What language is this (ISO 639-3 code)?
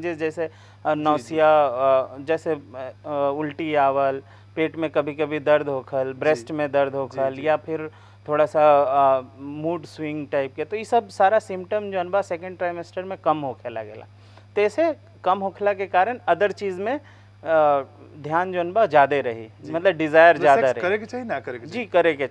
bho